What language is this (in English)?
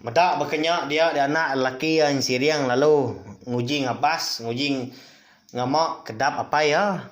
Iban